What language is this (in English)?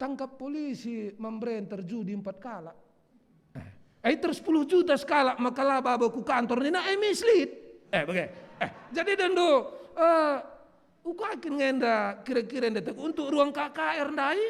Batak Karo